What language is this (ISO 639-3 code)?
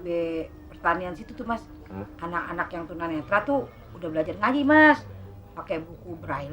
bew